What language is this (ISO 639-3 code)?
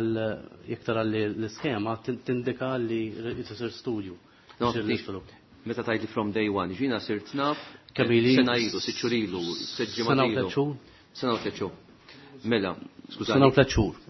mlt